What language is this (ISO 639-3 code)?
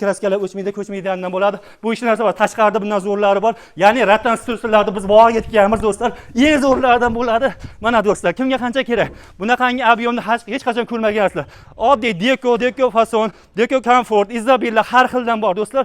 uzb